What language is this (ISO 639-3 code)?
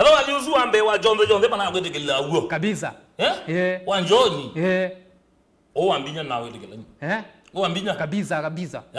kam